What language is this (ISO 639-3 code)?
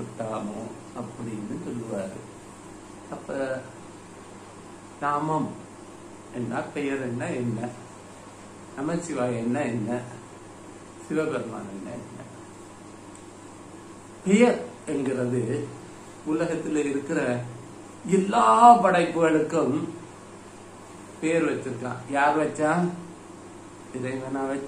tam